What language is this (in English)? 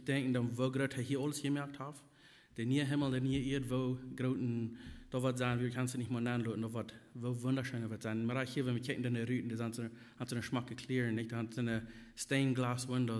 Plautdietsch